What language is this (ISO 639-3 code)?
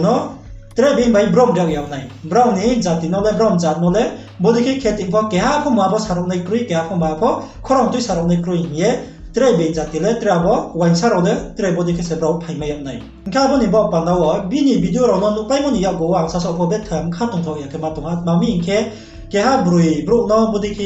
ria